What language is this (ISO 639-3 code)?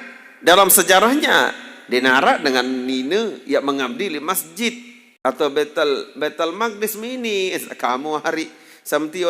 sas